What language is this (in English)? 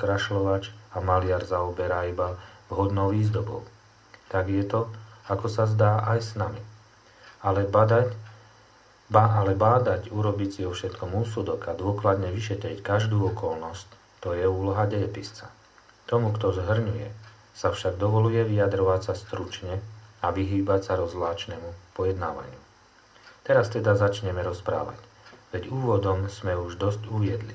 Slovak